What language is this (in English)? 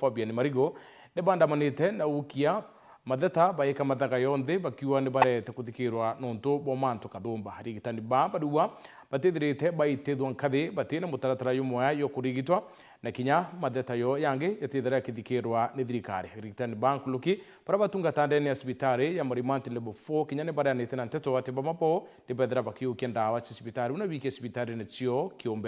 Meru